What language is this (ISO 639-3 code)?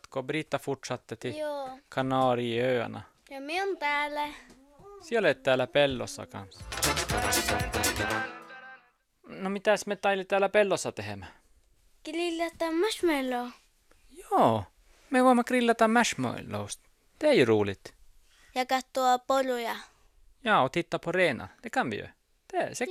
fin